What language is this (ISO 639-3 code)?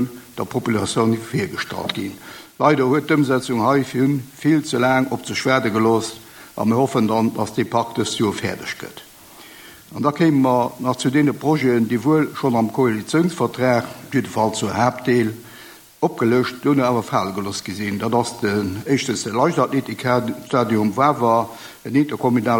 ltz